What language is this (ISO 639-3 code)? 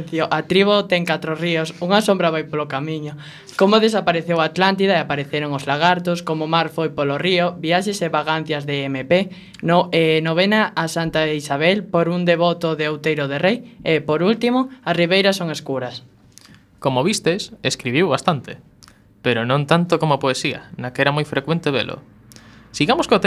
glg